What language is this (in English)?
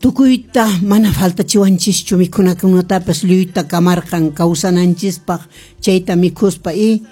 Quechua